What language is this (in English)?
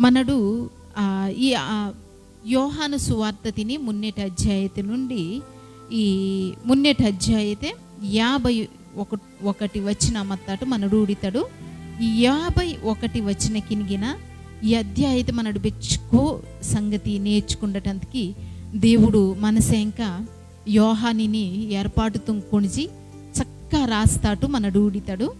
Koya